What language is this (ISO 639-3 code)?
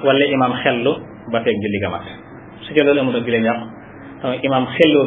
wol